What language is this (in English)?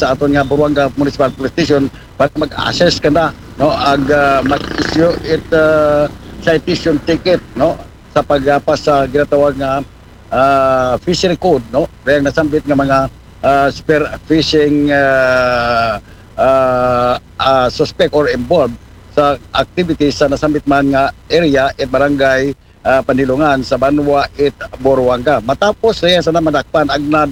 Aklanon